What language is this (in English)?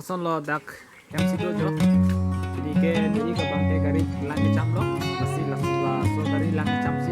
Karbi